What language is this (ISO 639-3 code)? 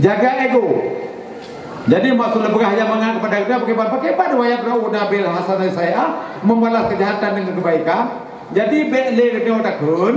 ace